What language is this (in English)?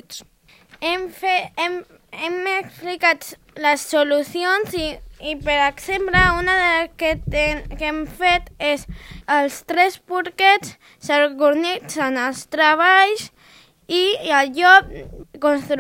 Catalan